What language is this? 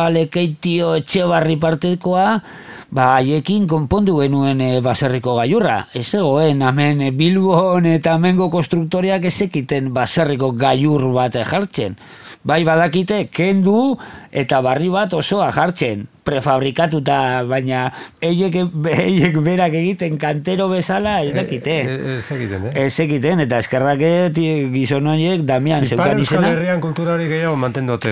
Basque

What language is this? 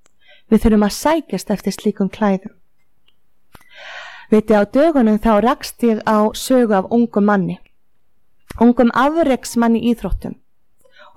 Icelandic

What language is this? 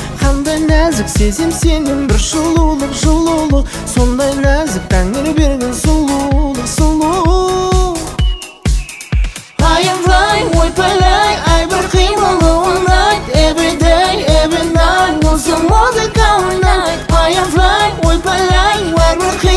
Kazakh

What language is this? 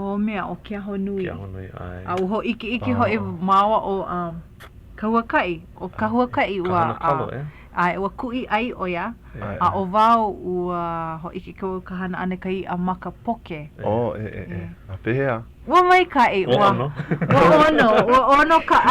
Hawaiian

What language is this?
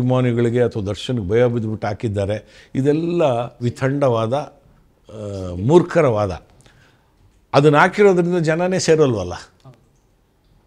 Kannada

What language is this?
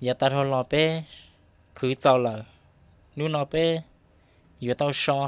Hmong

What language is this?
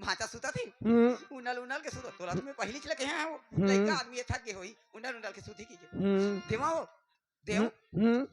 Chhattisgarhi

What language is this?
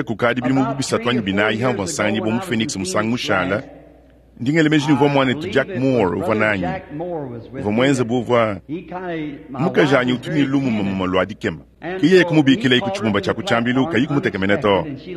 Luba-Lulua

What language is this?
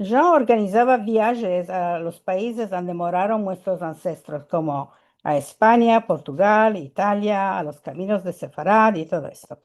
Ladino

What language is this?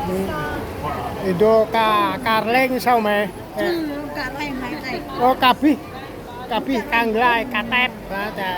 Central Mnong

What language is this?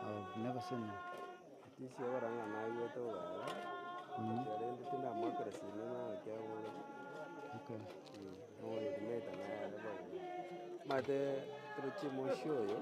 Gusii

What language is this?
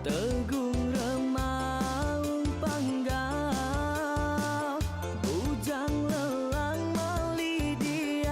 Iban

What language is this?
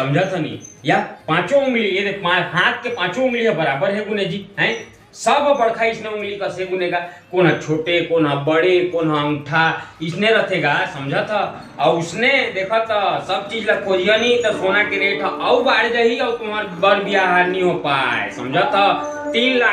Chhattisgarhi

